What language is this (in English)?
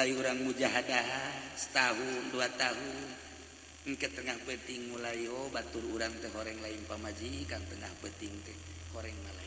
Sundanese